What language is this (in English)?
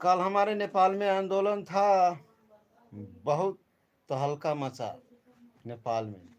Maithili